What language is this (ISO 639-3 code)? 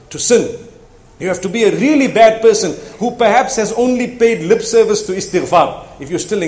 eng